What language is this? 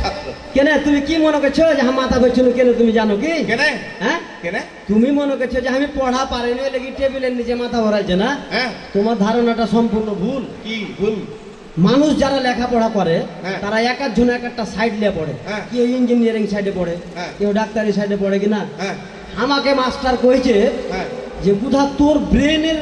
Bangla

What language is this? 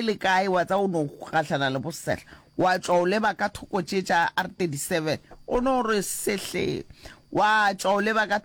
Northern Sotho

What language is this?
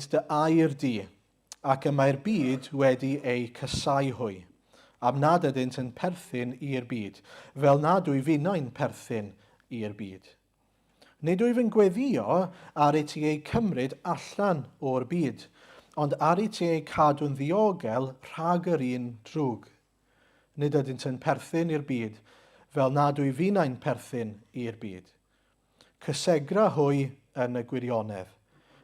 Welsh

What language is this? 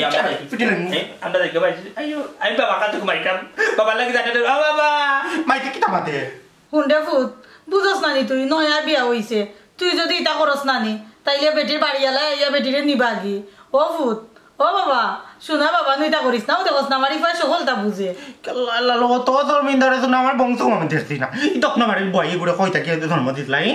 Sylheti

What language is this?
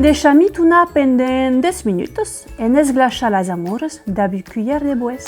Occitan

